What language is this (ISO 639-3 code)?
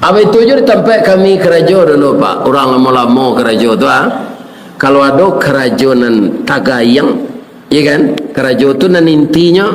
min